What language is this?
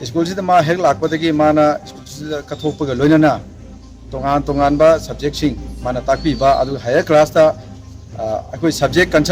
Manipuri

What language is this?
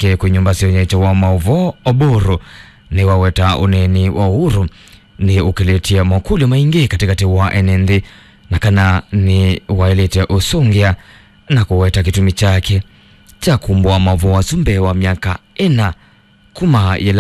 Kamba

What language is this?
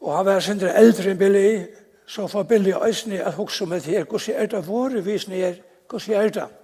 Faroese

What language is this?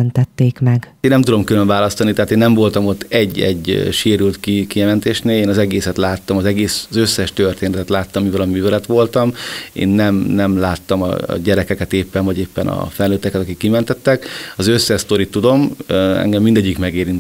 Hungarian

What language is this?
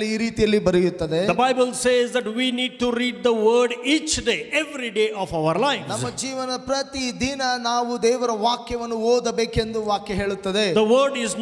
Kannada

